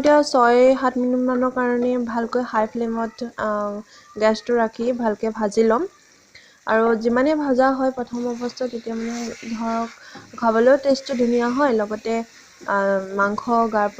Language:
Assamese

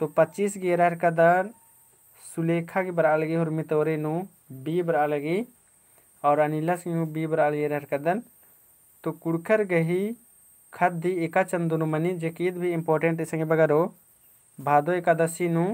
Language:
Kurukh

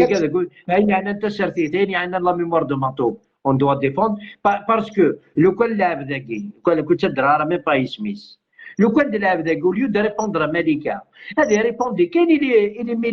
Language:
Algerian Arabic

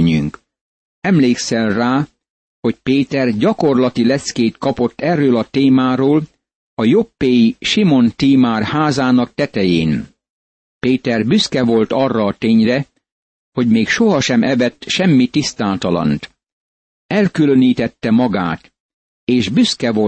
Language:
Hungarian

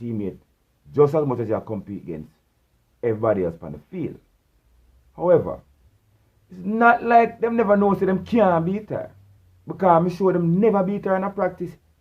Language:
Jamaican Creole English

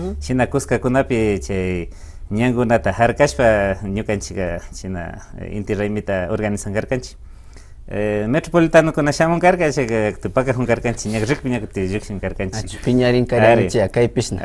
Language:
Imbabura Highland Quichua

